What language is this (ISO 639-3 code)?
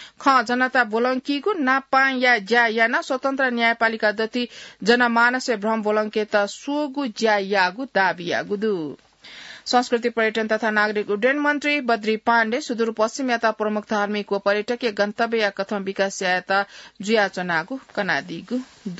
new